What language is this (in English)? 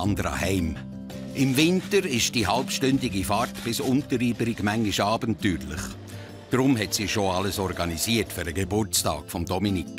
Swiss German